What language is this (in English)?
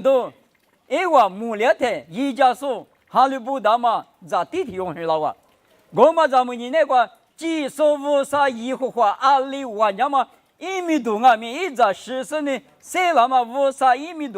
Lisu